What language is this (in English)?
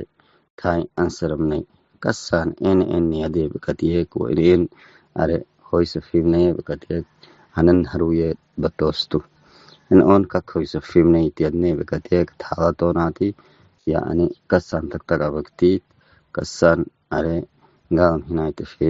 Tigre